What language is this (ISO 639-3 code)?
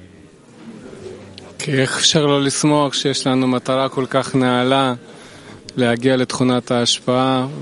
heb